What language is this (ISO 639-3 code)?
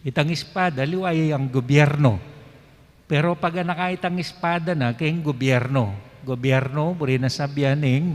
pam